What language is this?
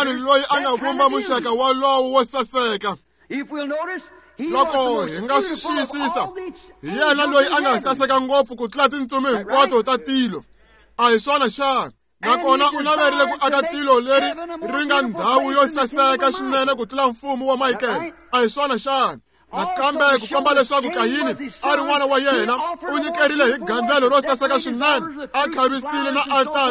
Tsonga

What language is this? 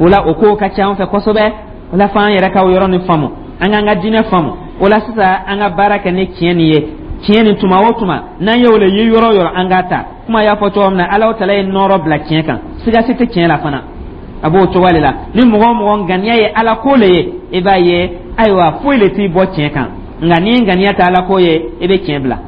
Dyula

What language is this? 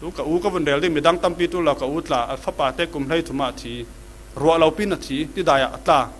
Falam Chin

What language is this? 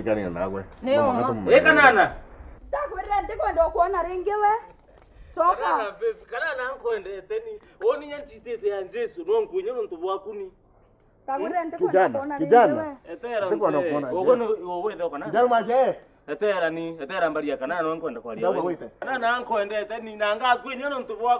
Meru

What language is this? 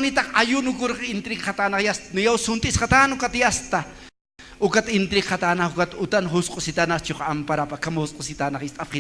Aymara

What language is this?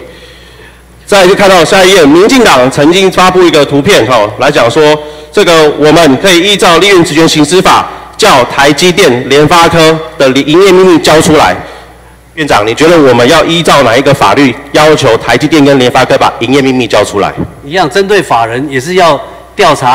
Chinese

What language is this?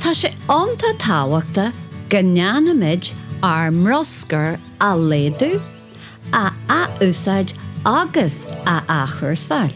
Irish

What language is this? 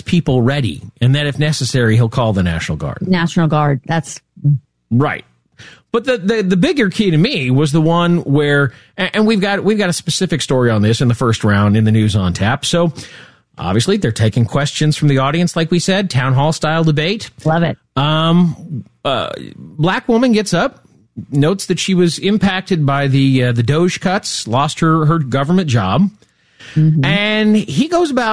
English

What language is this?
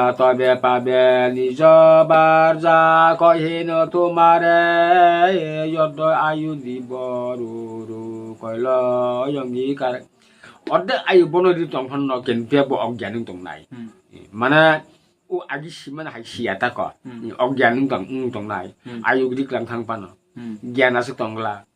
Kok Borok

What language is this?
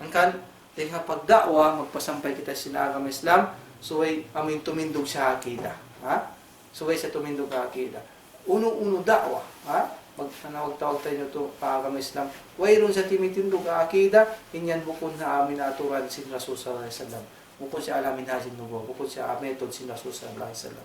Tausug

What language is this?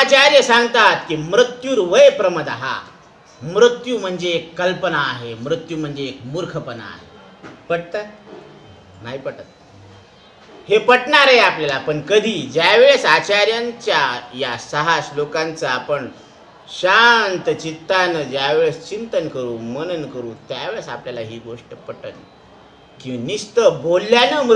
Marathi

